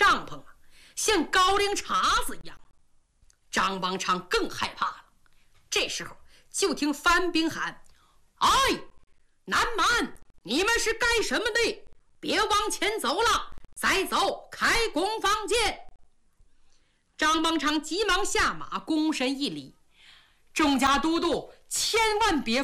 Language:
Chinese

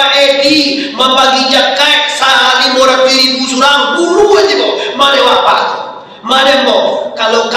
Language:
Minangkabau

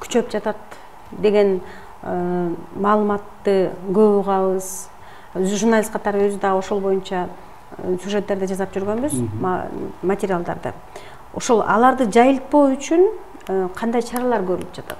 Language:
Kyrgyz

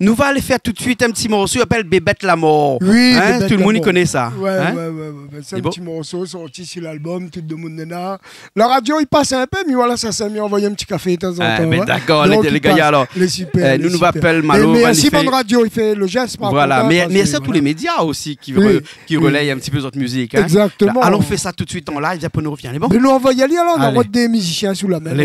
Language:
Réunion Creole French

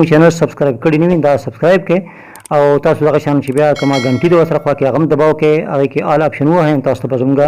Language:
Pashto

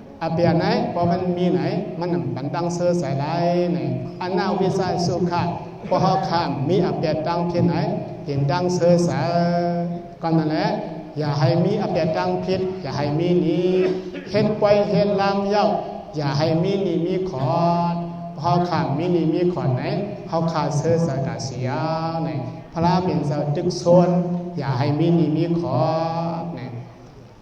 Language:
Shan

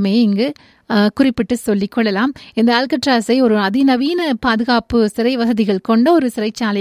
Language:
Tamil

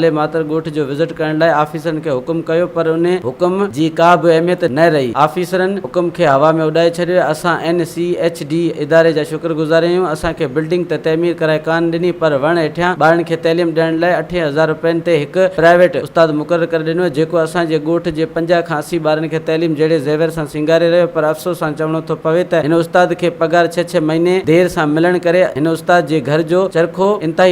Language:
Sindhi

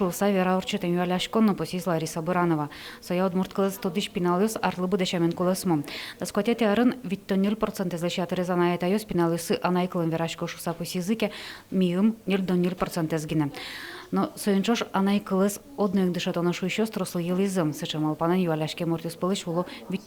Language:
Udmurt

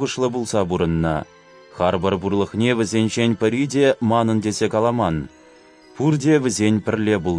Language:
Chuvash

